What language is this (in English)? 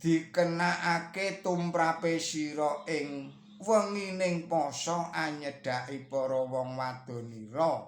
Javanese